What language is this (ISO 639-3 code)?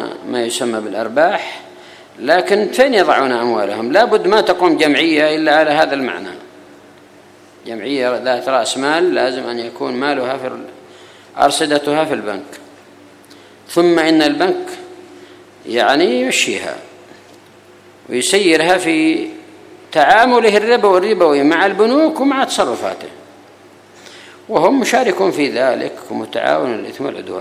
ara